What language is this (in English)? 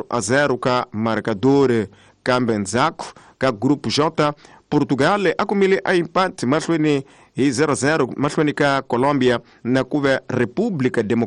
Tsonga